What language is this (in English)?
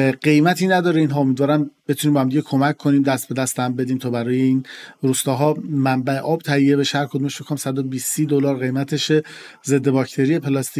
Persian